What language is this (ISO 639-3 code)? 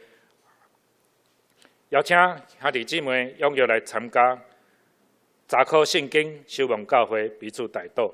nan